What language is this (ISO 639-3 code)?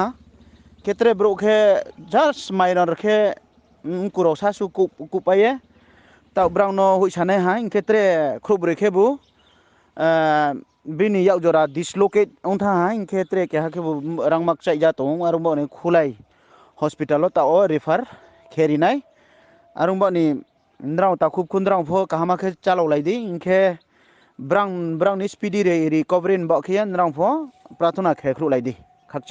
ria